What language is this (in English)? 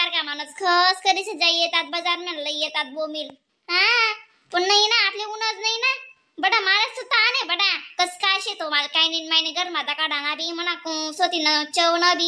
Khandesi